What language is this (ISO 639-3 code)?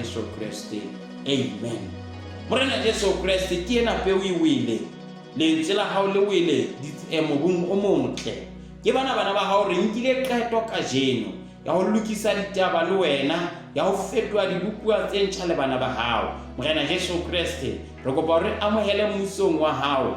sot